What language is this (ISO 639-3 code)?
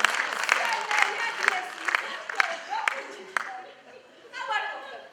ady